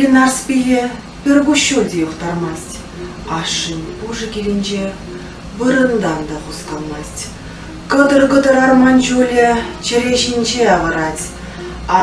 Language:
Chuvash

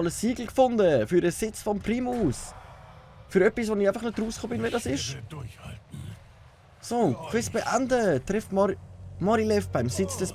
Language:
Swiss German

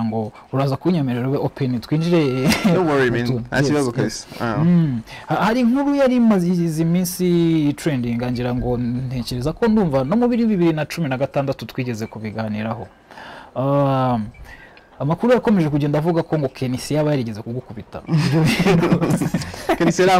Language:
Kinyarwanda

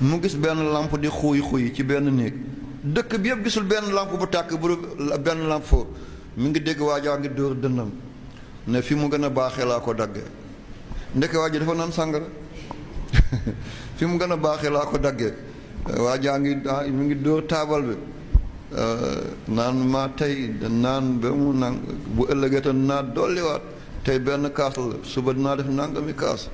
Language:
Wolof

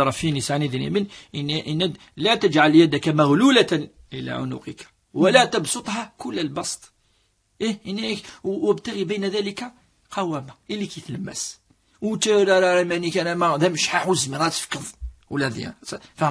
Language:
Kabyle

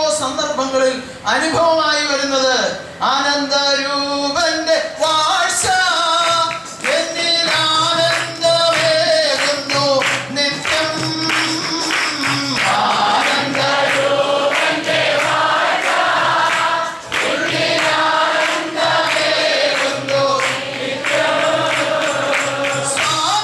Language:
Malayalam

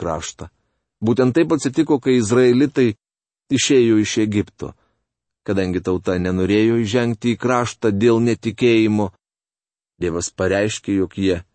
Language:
Lithuanian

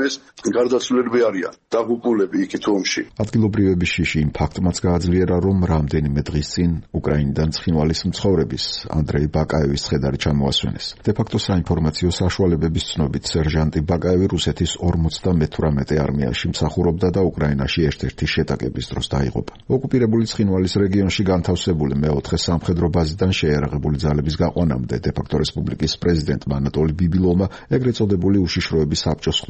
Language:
Georgian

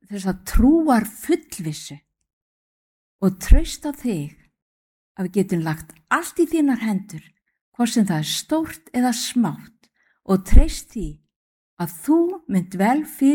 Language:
Icelandic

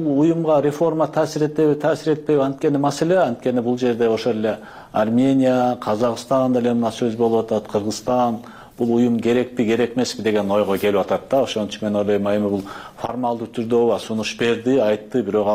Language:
Kyrgyz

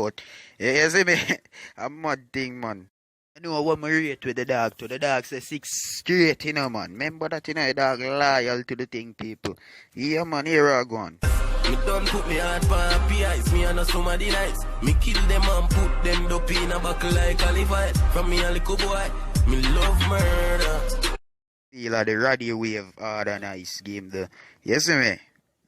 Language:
Jamaican Creole English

